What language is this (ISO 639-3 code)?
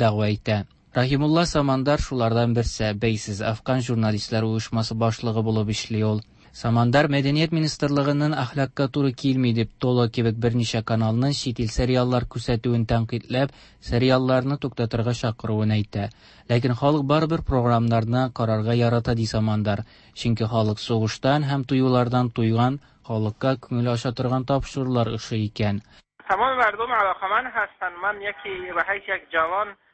tat